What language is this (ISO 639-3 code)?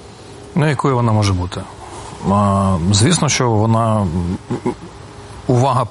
ukr